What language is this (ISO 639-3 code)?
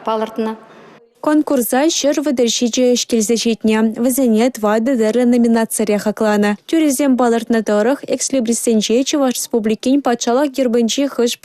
chv